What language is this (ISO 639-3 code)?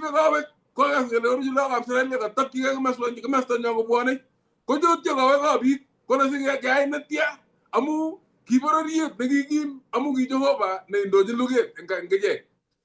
kln